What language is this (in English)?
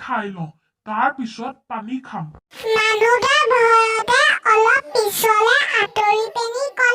Assamese